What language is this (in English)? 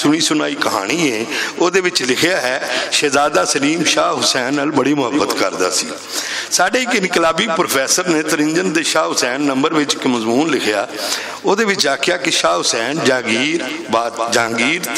Western Panjabi